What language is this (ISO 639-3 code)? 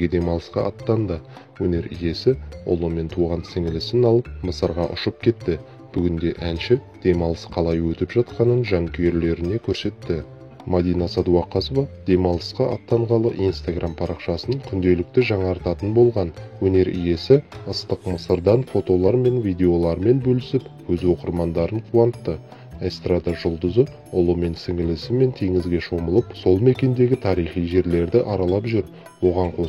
kaz